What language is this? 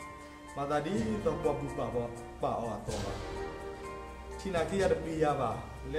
S'gaw Karen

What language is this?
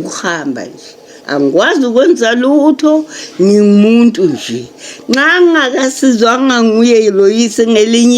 Zulu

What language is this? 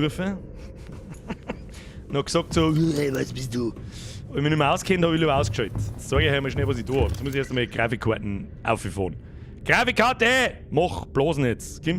Bavarian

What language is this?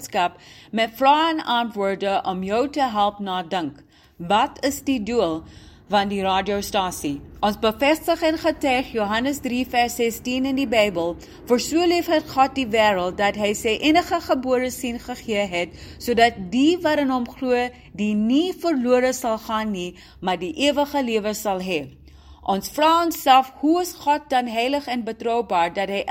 Afrikaans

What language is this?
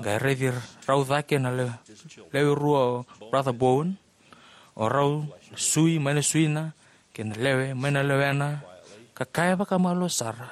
Fijian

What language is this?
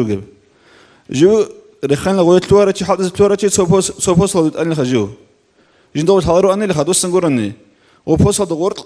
Avaric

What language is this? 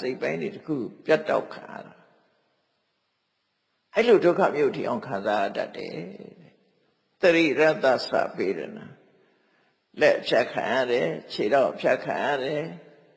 Burmese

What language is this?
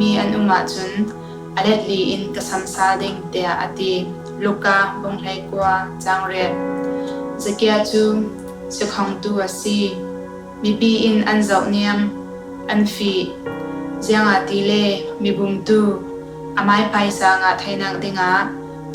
Falam Chin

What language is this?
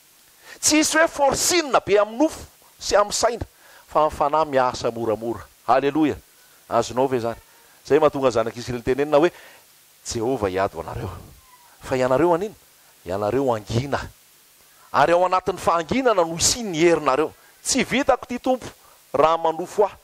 Malagasy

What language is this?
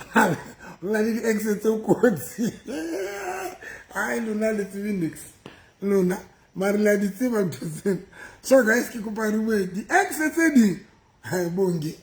Southern Sotho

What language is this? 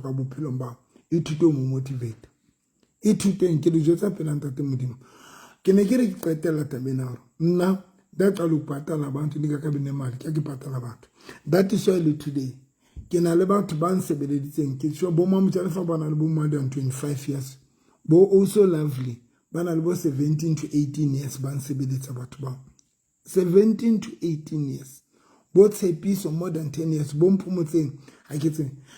Southern Sotho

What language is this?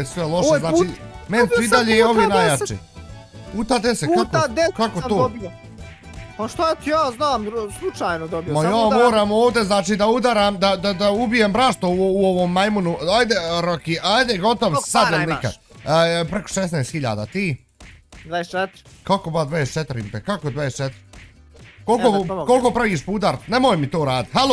Bosnian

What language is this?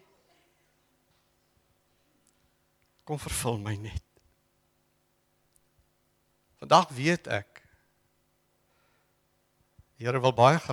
Afrikaans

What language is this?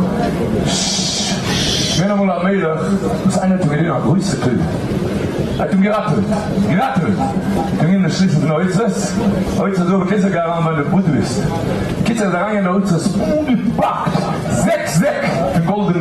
Yiddish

